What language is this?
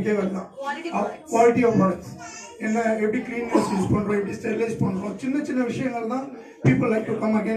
Tamil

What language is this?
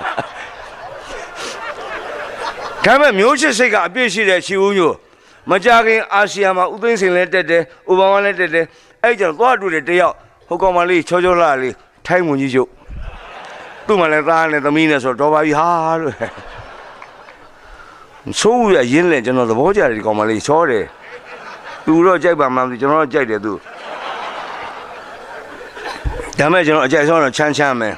Burmese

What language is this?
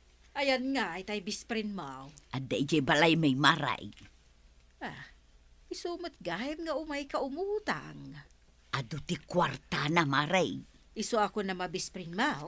Iloko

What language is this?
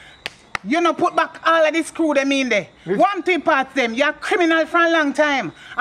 Jamaican Creole English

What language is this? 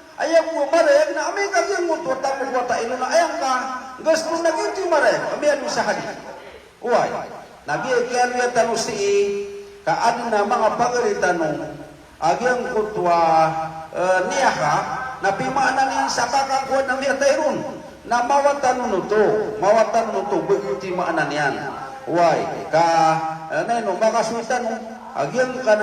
Maranao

